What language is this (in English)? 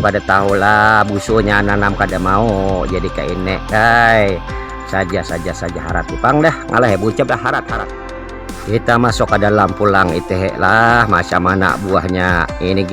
Banjar